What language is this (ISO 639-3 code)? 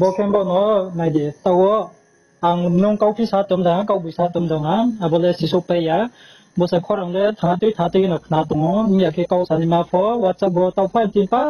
ria